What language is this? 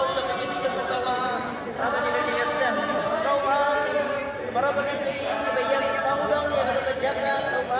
Khasi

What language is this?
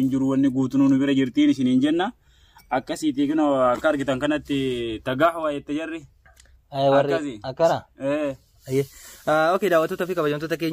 Oromo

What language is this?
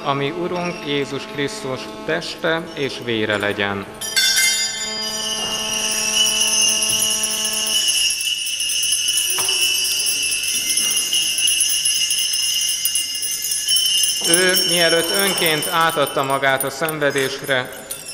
Hungarian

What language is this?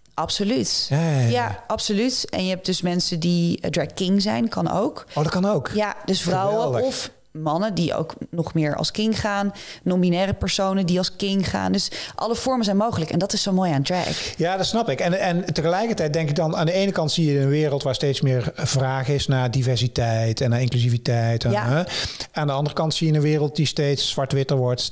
Dutch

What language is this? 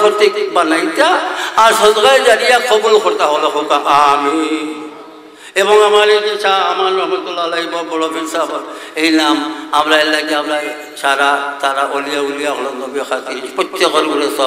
Sylheti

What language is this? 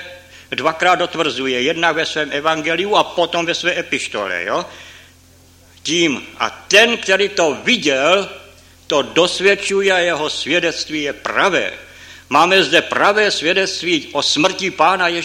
Czech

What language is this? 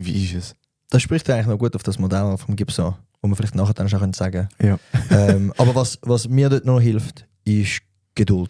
Swiss German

